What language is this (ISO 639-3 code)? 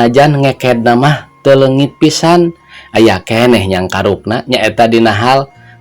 sun